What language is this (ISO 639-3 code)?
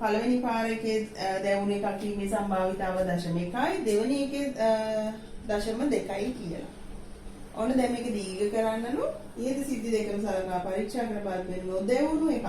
sin